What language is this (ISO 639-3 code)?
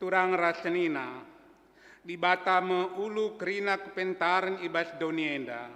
btx